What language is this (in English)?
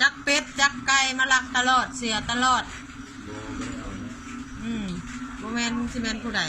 Lao